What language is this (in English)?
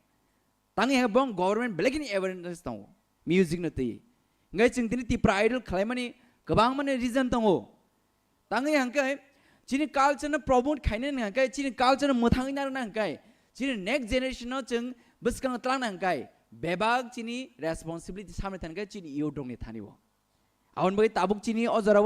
Kok Borok